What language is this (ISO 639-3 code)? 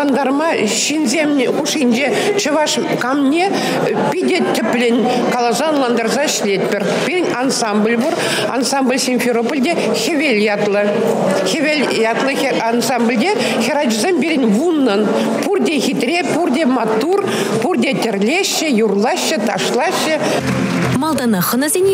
chv